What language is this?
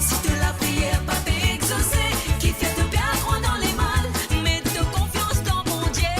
Morisyen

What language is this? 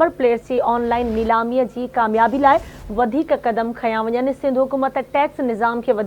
Sindhi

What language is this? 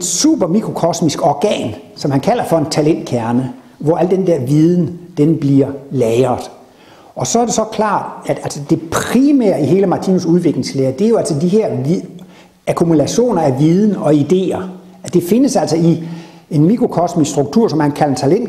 Danish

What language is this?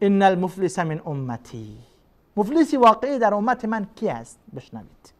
Persian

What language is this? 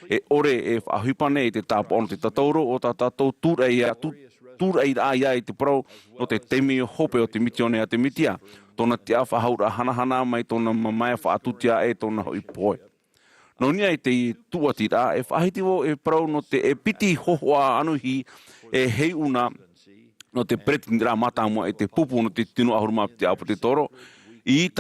Tahitian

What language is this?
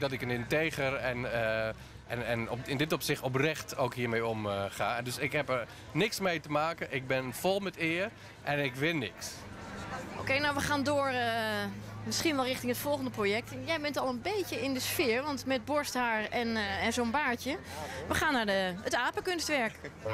Dutch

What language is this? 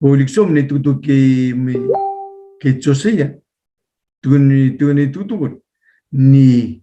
Fijian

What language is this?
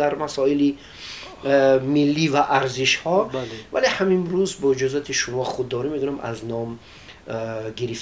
Tajik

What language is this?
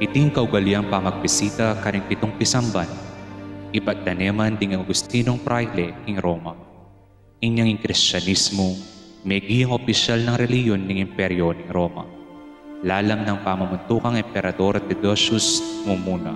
Pampanga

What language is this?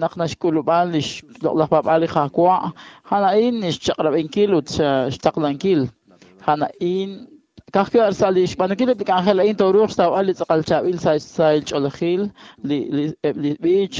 Kekchí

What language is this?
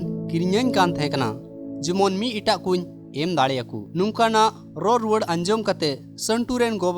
Santali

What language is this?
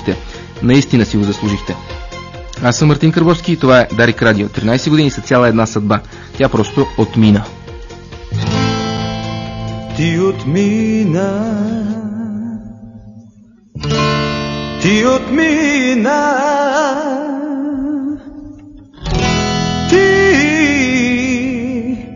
Bulgarian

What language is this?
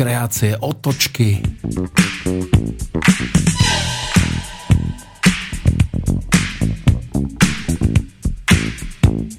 Slovak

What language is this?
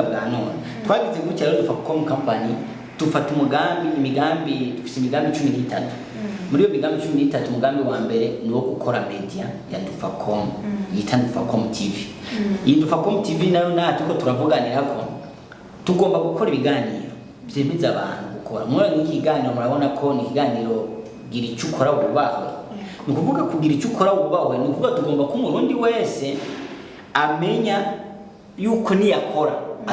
Rundi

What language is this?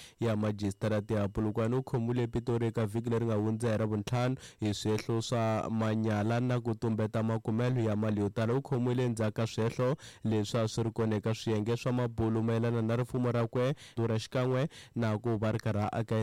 Tsonga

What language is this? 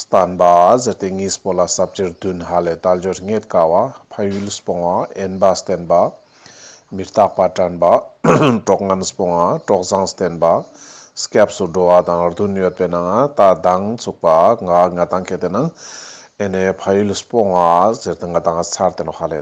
Ladakhi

